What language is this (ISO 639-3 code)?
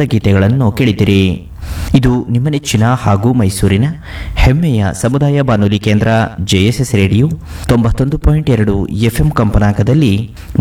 kan